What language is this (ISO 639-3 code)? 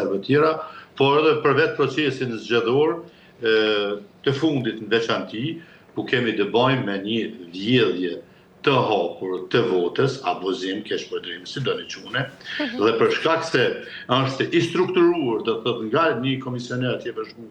sqi